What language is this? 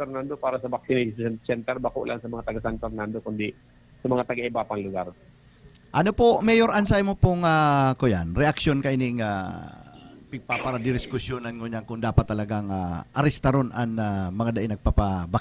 Bikol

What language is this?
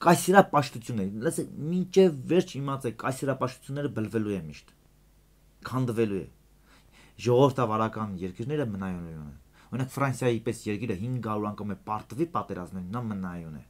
Armenian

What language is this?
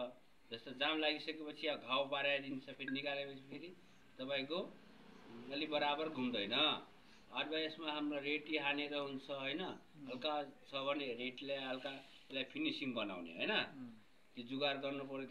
Nepali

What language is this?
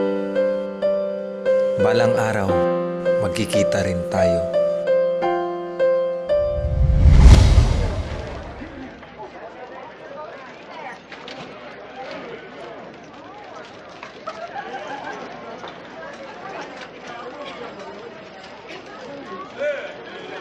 Filipino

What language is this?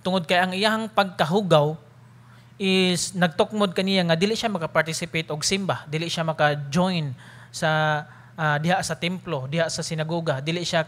Cebuano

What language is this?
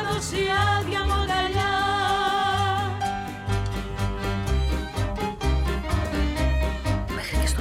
Greek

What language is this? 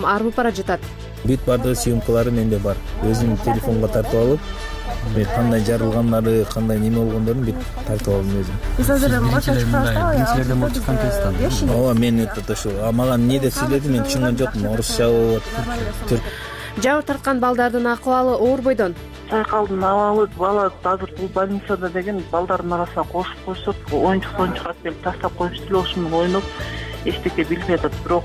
Kyrgyz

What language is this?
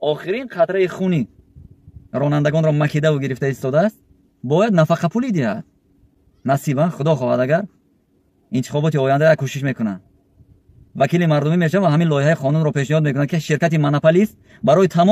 Tajik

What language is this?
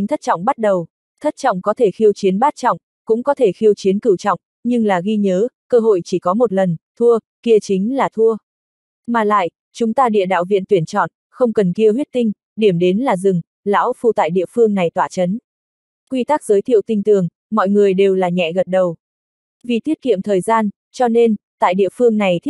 Vietnamese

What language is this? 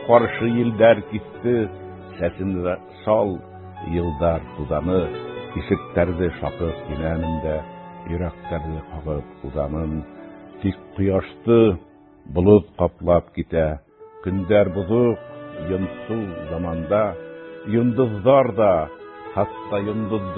Bashkir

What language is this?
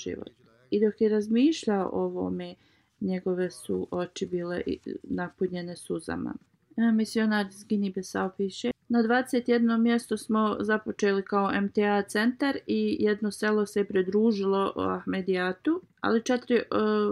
Bosnian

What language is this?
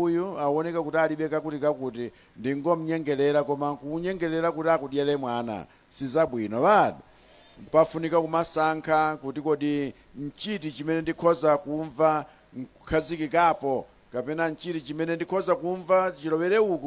Nyanja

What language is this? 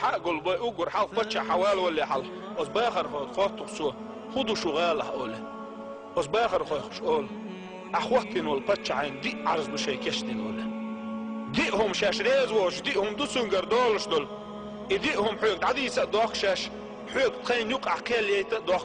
Chechen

